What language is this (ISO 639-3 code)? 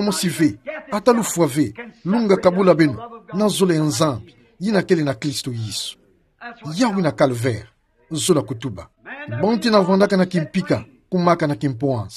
ktu